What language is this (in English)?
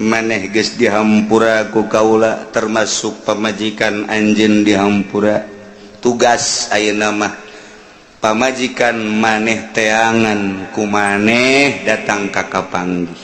Sundanese